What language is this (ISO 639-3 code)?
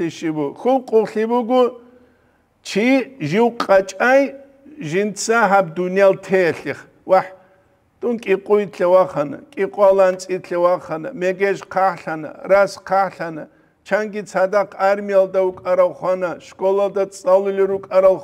ava